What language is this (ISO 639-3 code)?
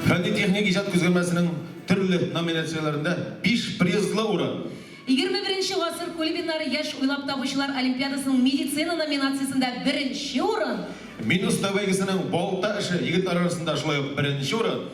tat